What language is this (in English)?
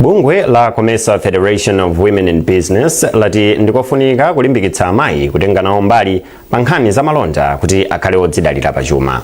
Nyanja